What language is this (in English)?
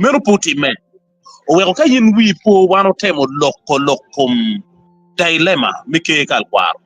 Acoli